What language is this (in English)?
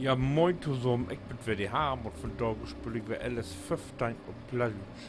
Low German